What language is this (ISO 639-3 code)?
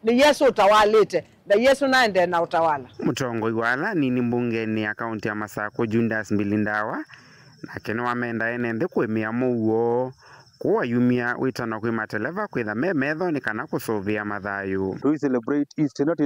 kam